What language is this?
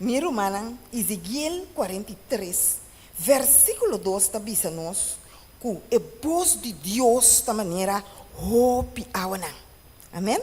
Papiamento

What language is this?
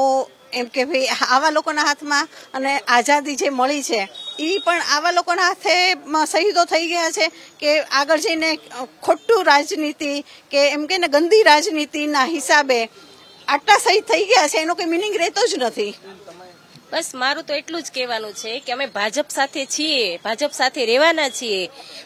Gujarati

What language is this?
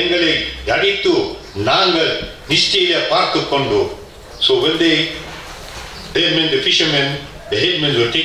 Tamil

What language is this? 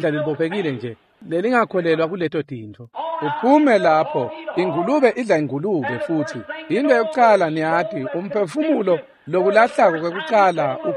Swati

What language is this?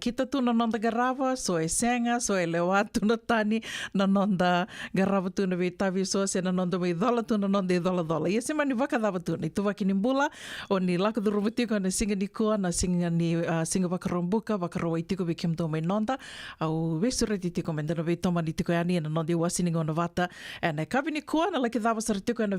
Fijian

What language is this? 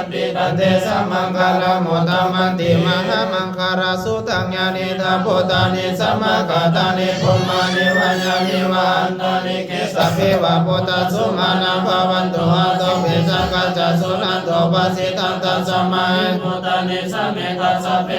Pali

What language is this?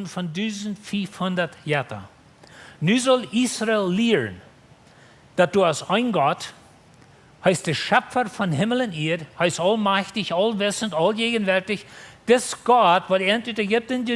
Plautdietsch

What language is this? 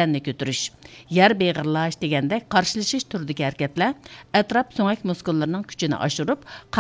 Uyghur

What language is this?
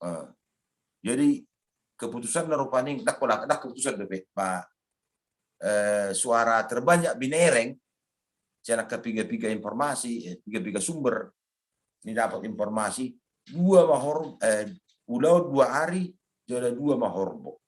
Batak Toba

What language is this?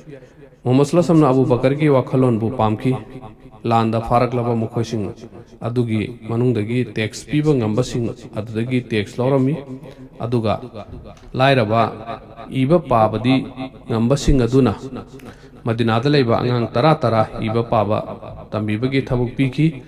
Manipuri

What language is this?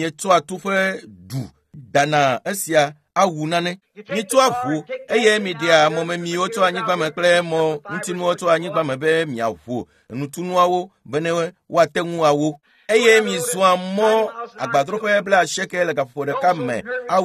Ewe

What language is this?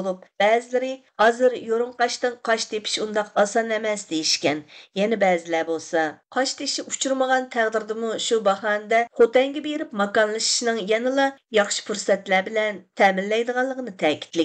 Uyghur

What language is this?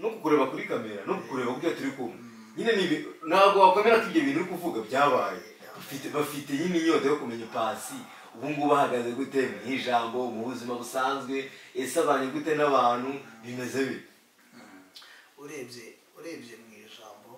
Kinyarwanda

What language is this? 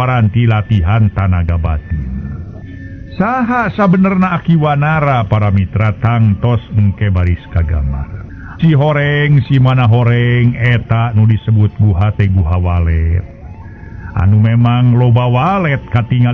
Sundanese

